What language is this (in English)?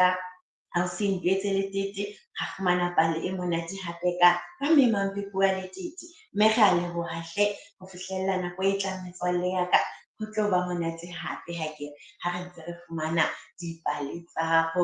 Southern Sotho